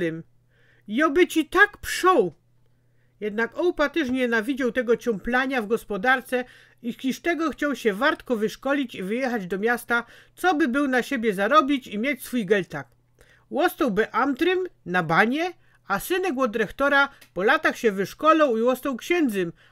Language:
Silesian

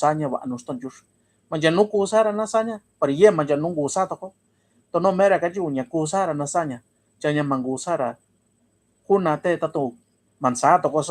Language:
Mixtepec Mixtec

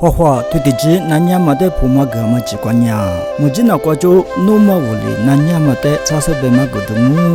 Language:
Lisu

